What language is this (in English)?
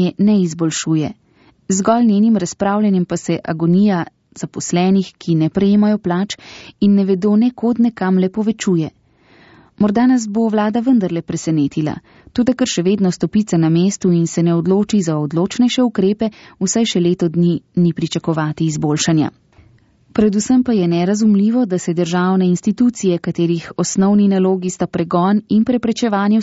Slovenian